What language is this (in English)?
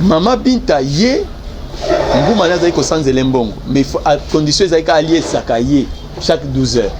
Lingala